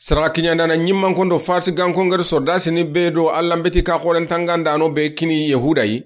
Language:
Soninke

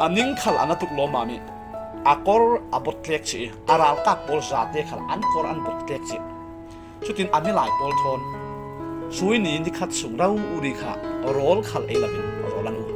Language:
Falam Chin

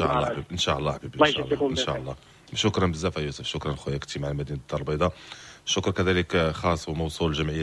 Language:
Moroccan Arabic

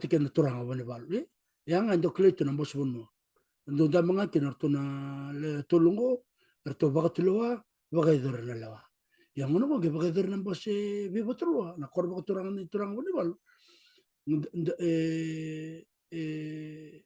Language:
Fijian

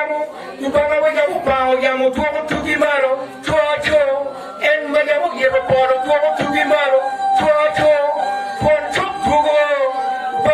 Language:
Acoli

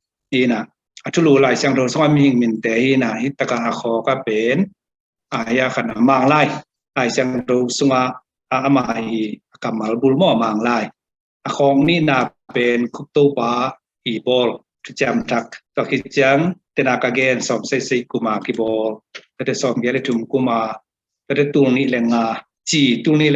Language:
Tedim Chin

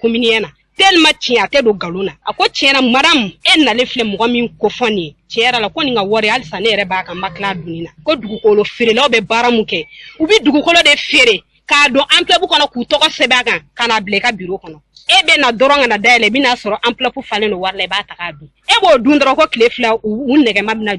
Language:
Bambara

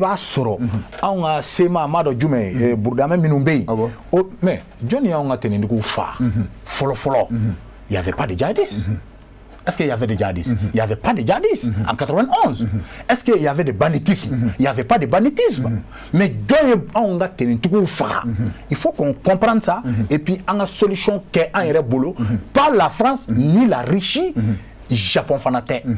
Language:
Bambara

